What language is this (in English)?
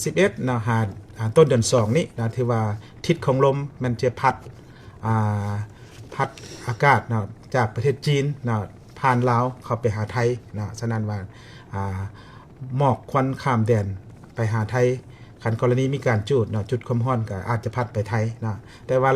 Lao